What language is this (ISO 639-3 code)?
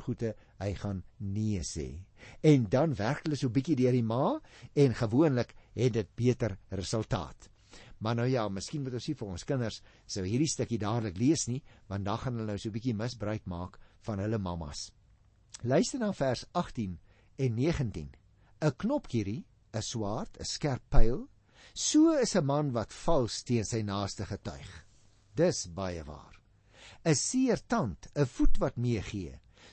afr